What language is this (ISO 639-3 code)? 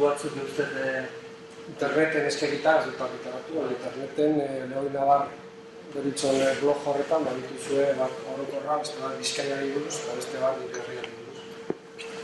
eus